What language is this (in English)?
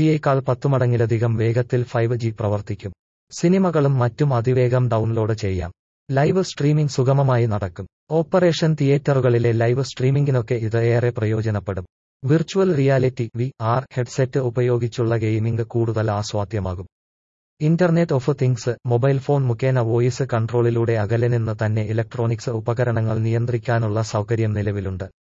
Malayalam